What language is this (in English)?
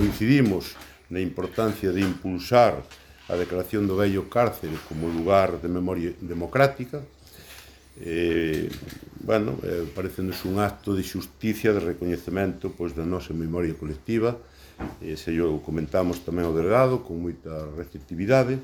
Galician